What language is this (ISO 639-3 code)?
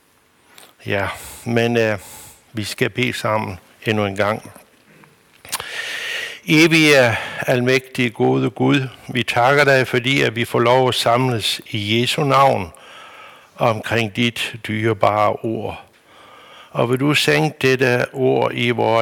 dan